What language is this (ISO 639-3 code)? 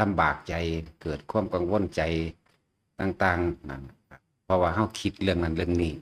tts